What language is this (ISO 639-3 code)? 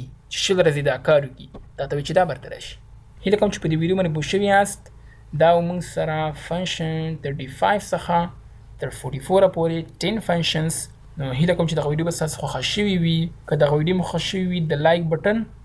pus